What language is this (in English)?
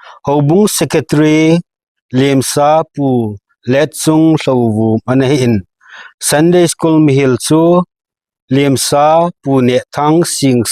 Thado Chin